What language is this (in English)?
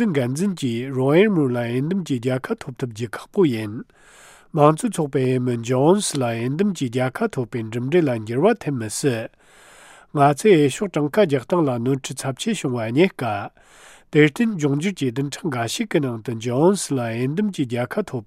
Tibetan